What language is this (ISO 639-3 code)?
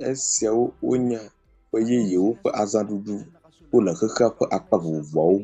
ewe